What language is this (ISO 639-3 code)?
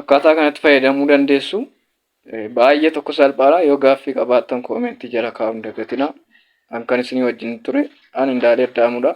orm